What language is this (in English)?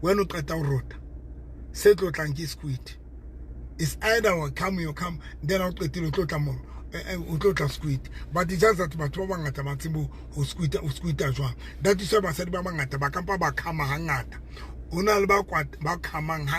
Southern Sotho